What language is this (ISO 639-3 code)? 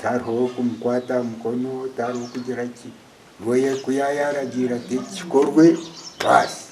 nyn